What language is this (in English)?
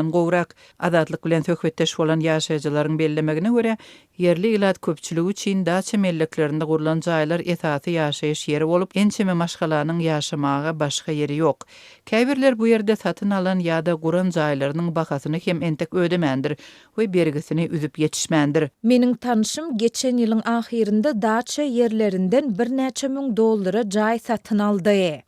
Turkmen